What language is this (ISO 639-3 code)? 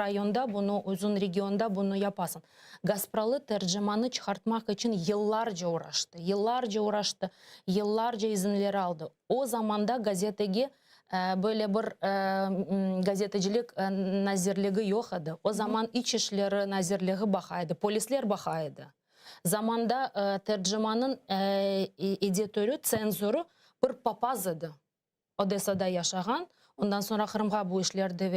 crh